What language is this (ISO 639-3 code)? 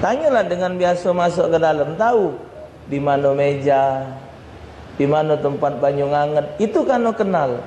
mui